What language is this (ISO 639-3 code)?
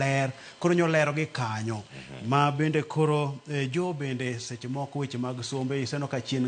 luo